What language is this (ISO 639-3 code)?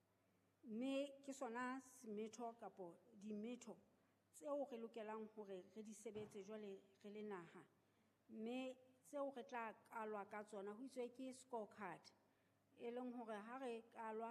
sot